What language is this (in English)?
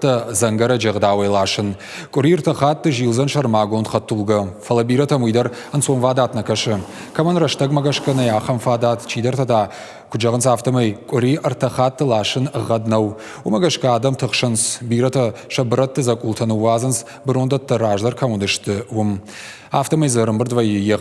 Ossetic